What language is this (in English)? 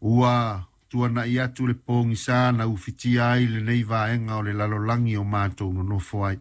Samoan